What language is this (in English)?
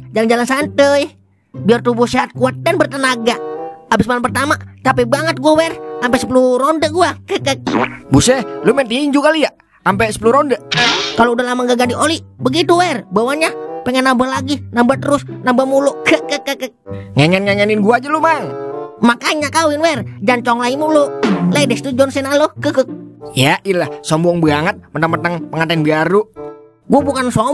Betawi